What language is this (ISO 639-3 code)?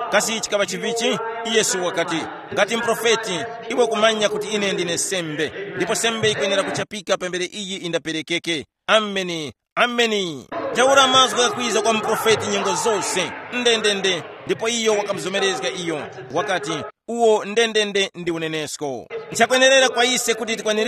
tum